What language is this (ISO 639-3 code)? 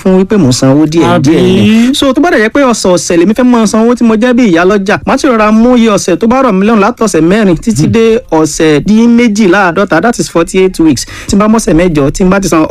yor